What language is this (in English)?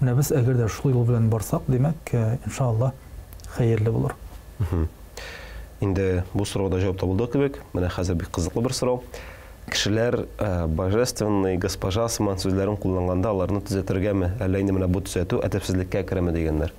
Tatar